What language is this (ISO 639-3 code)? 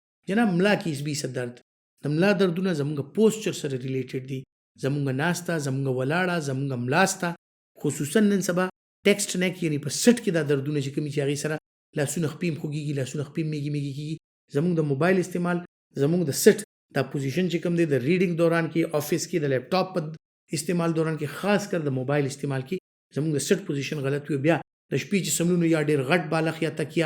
pus